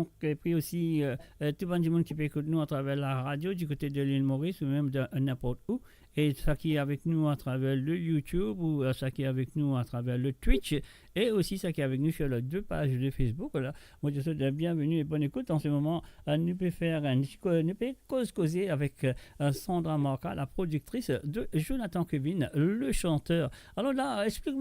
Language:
Morisyen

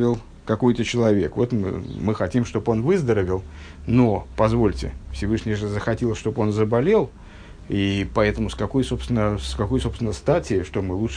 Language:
Russian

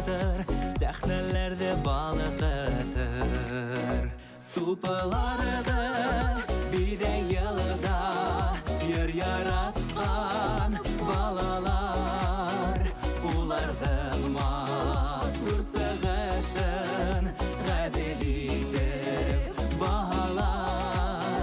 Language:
Bashkir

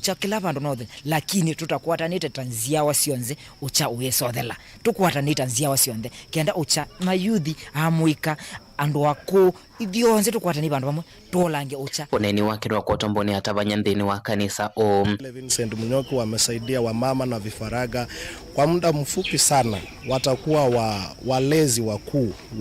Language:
Kamba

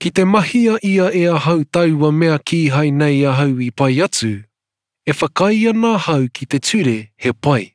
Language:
Māori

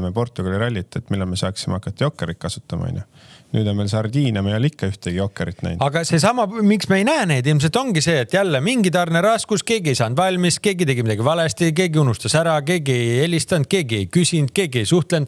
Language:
Estonian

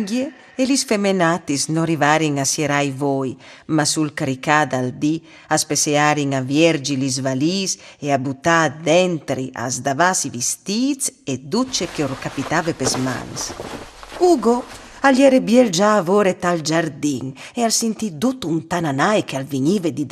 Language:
Friulian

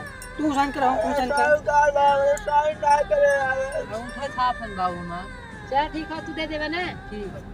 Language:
Awadhi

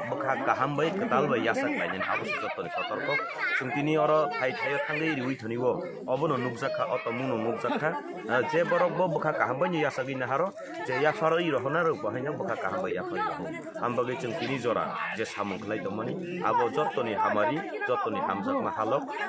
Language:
Kok Borok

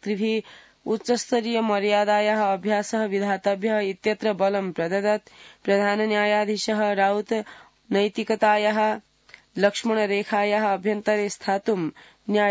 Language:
Sanskrit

